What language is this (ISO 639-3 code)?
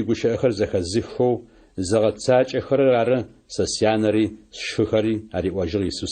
ady